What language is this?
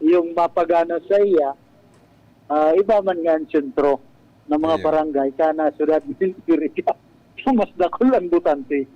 Bikol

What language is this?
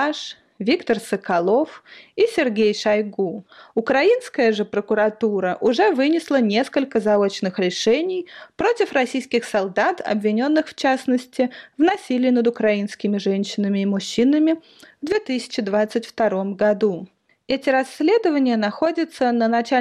Russian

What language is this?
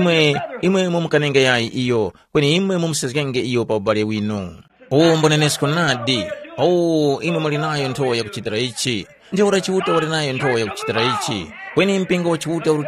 Tumbuka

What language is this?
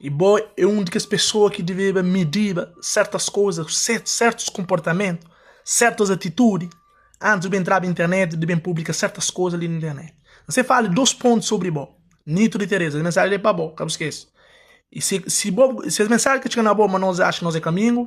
Kabuverdianu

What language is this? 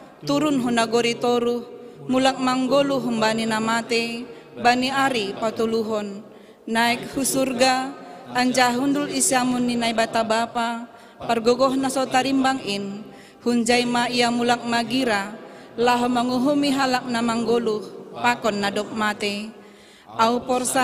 Batak Simalungun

